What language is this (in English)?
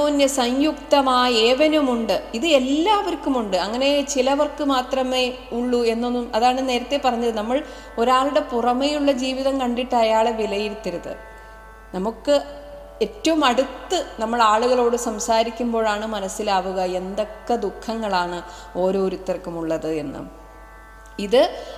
Malayalam